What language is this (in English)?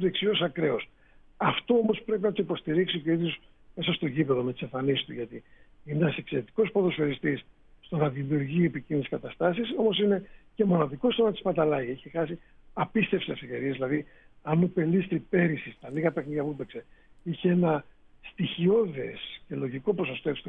Greek